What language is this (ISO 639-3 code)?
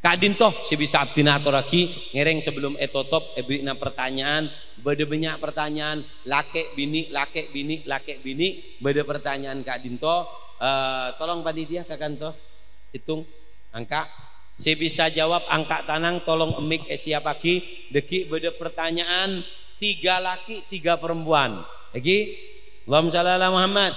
mad